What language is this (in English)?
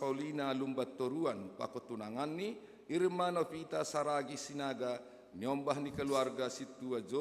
Batak Simalungun